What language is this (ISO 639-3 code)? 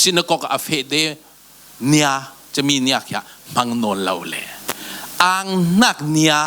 cfm